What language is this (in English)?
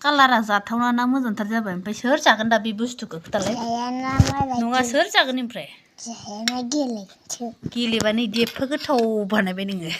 Bodo